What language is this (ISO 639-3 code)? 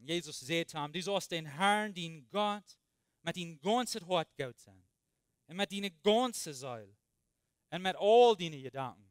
pdt